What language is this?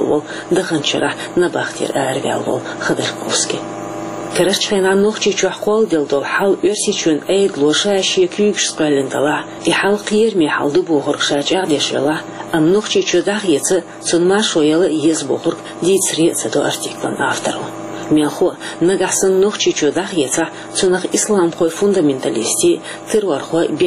Chechen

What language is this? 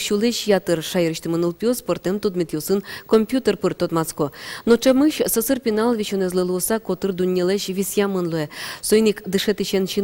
Udmurt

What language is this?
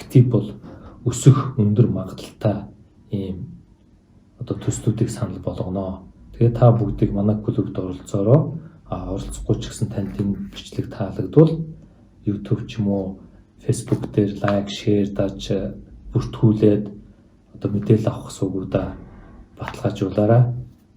Mongolian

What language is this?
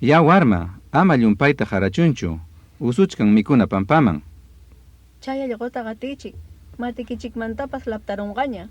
Ayacucho Quechua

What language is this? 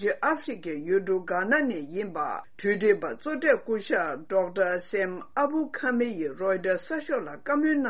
Tibetan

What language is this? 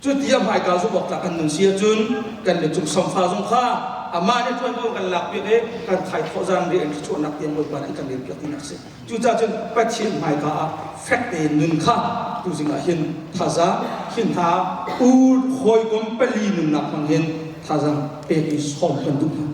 Hakha Chin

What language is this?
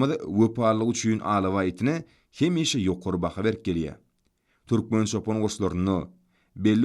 Turkmen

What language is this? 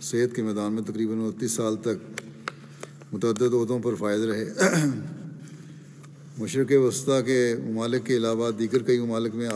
Urdu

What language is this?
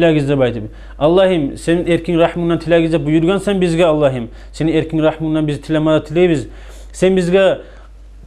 Kumyk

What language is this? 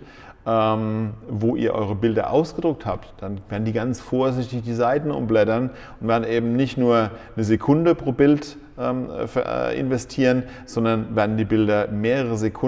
German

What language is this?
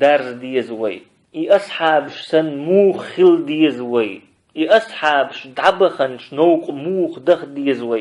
Chechen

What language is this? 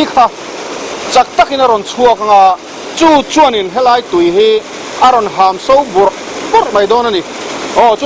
Mizo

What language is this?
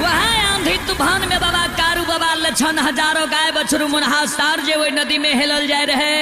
Maithili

